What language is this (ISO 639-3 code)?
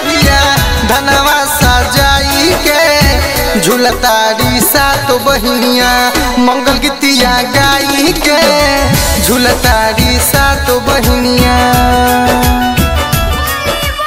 bho